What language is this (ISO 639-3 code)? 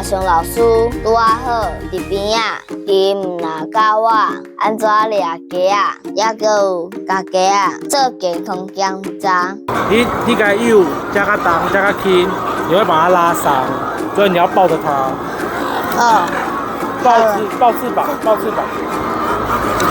nan